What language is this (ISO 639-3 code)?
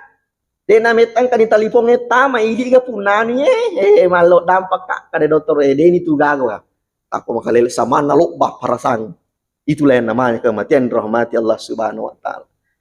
bug